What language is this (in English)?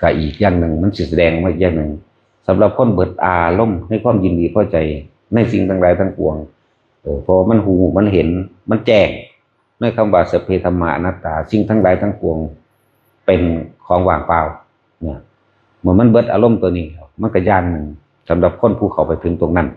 Northeastern Thai